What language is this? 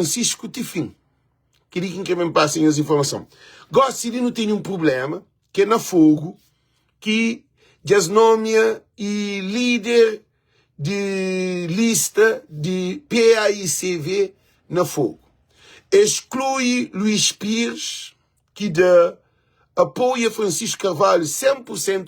Kabuverdianu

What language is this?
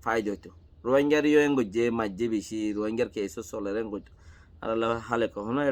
Rohingya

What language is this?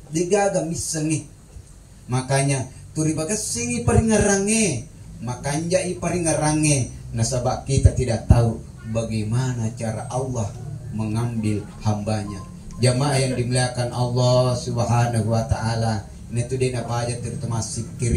Buginese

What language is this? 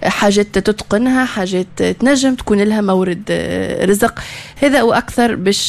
Tunisian Arabic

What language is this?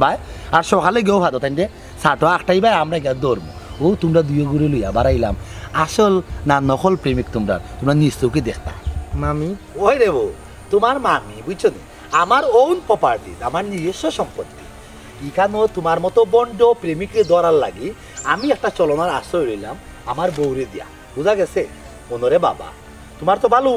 Sylheti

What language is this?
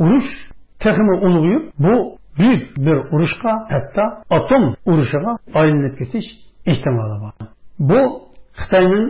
Uyghur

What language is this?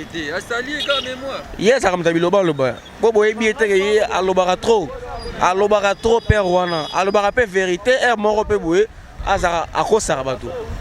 Lingala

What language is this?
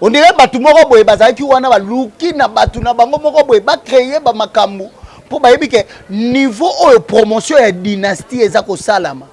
Lingala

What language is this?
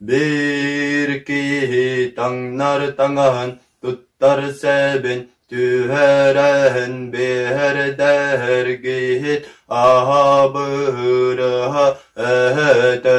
Yakut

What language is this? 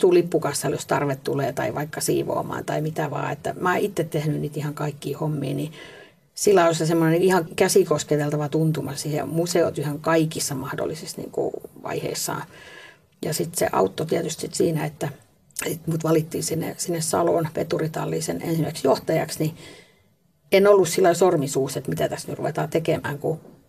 Finnish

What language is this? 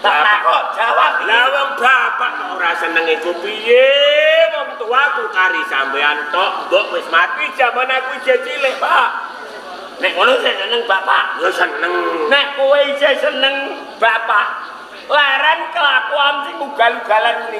Javanese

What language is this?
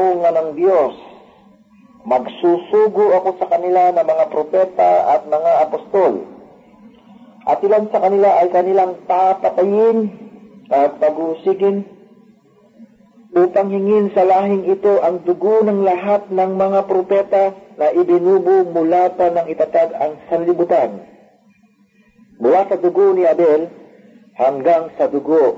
Filipino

